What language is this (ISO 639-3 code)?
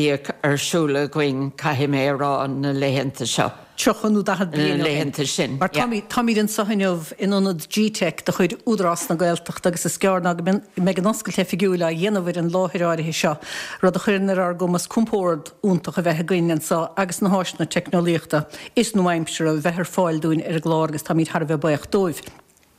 gle